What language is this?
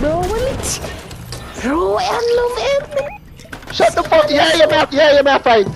Jamaican Creole English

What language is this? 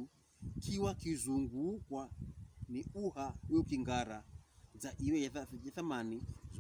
Pokomo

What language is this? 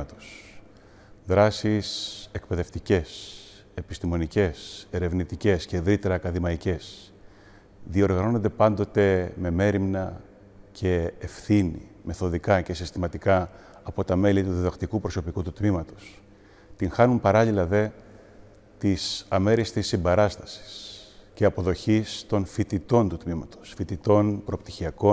Greek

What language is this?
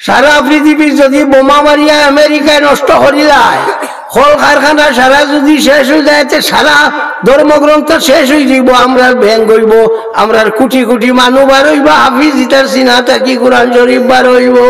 Sylheti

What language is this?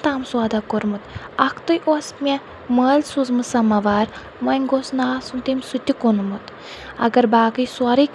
Kashmiri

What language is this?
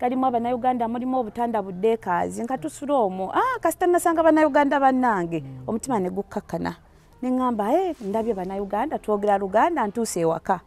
Ganda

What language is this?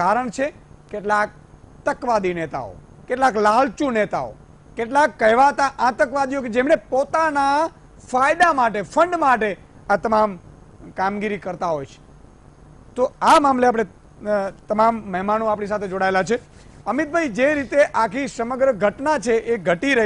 Gujarati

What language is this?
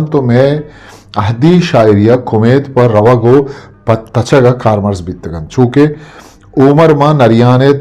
Eastern Balochi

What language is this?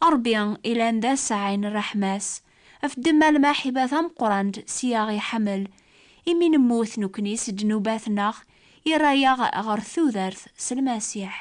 Kabyle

